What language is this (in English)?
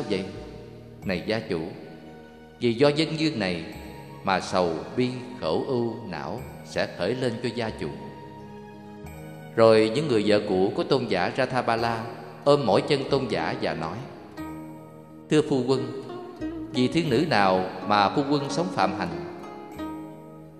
Vietnamese